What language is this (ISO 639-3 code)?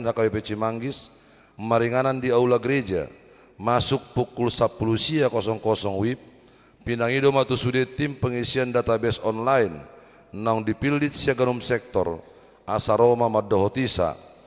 bbc